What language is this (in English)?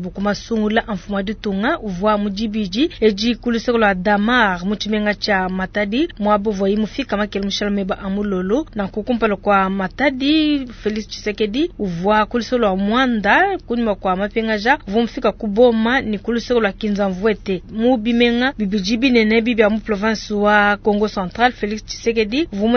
Luba-Lulua